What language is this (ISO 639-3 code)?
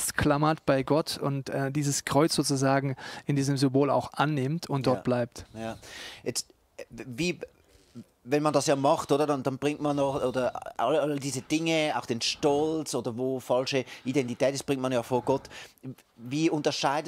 gsw